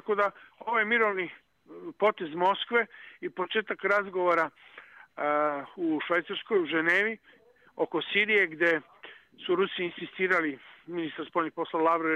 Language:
Bosnian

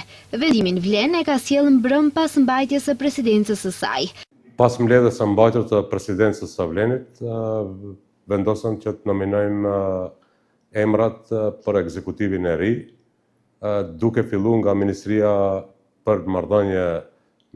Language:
Albanian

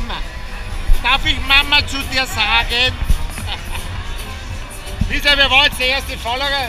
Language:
Bavarian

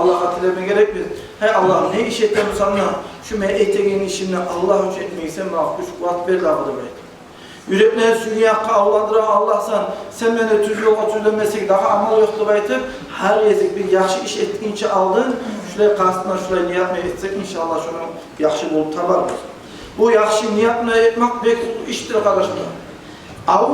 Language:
Kumyk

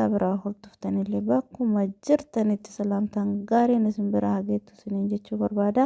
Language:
Oromo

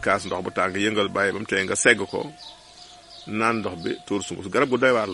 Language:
Wolof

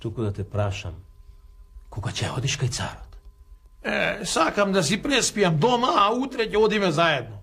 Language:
Macedonian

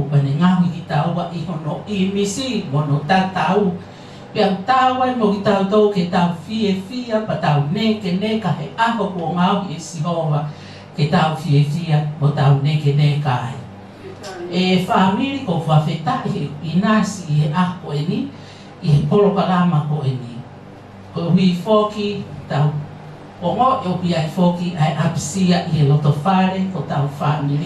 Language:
Tongan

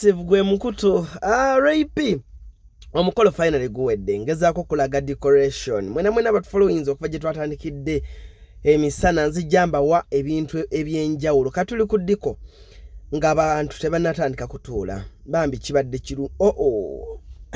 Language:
Ganda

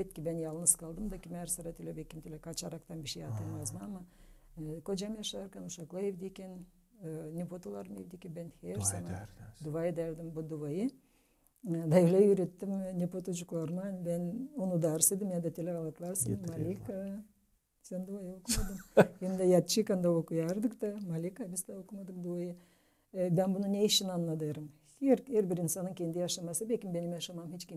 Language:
Gagauz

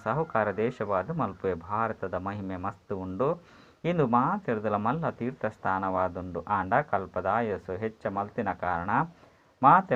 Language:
Tulu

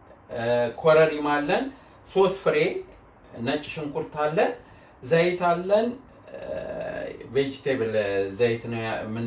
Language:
Amharic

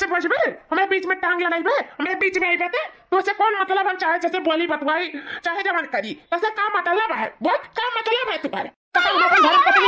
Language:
Awadhi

